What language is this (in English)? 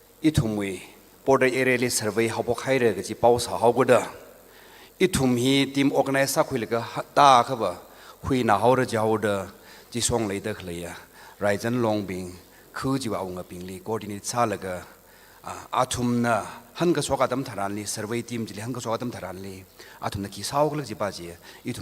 Tangkhul Naga (India)